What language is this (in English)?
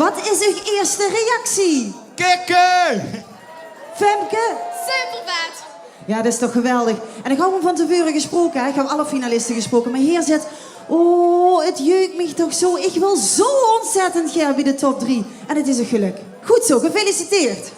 Limburgish